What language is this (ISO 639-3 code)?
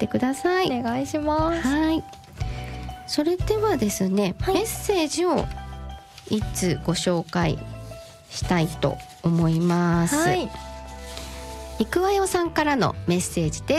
jpn